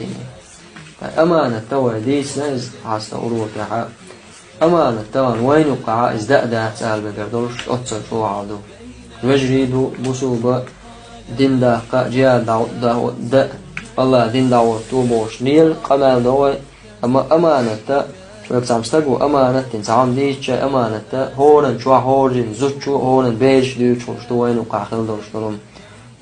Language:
Chechen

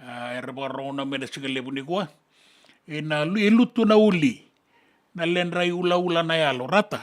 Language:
Fijian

